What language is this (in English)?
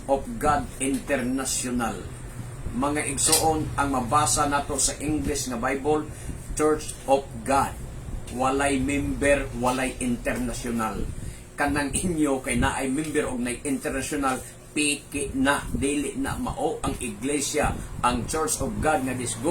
Cebuano